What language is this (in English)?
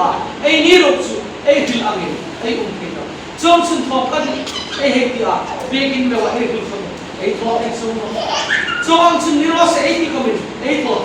Hmar